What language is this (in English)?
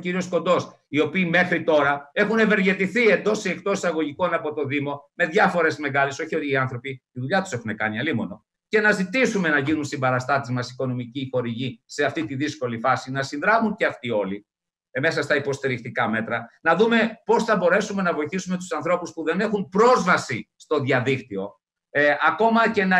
Greek